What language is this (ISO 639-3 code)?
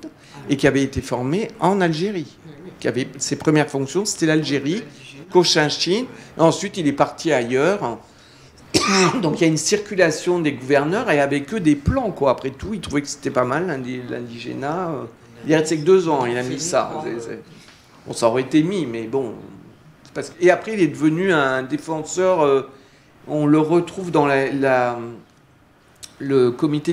fra